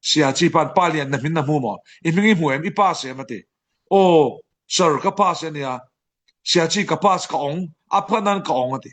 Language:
Falam Chin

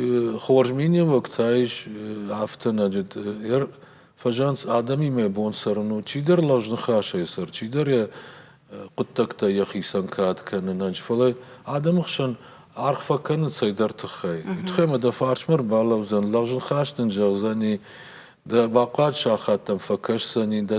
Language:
Ossetic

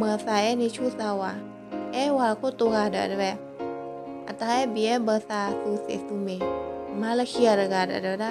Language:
S'gaw Karen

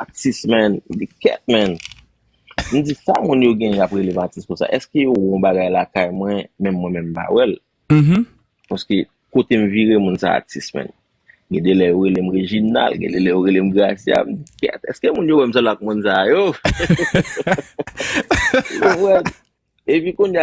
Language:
Haitian Creole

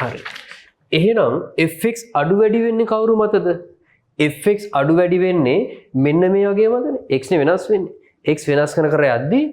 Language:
Sinhala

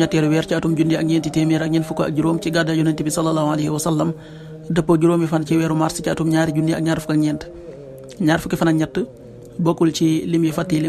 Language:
Wolof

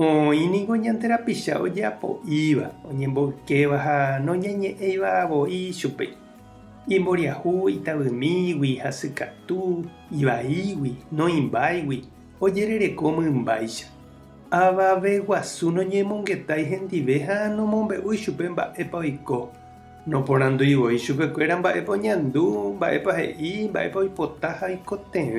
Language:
Guarani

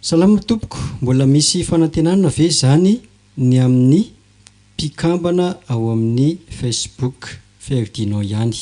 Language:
Malagasy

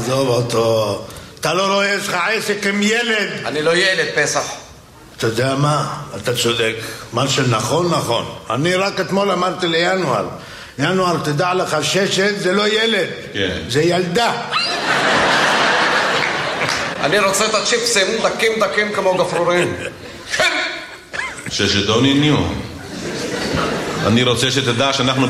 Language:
Hebrew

